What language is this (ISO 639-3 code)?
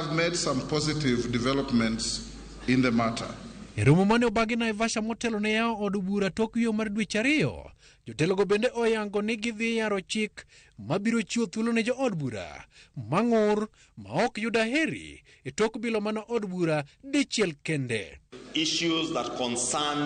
luo